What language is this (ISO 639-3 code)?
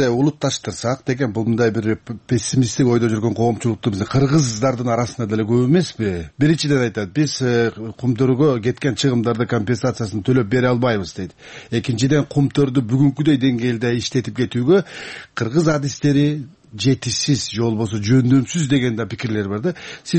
kir